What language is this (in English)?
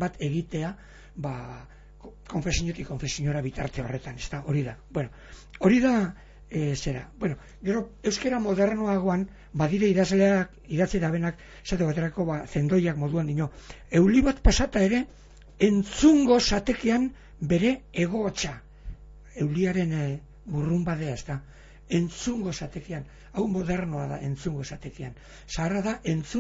Basque